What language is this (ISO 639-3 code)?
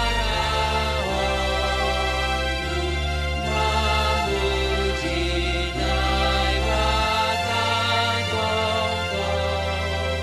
bts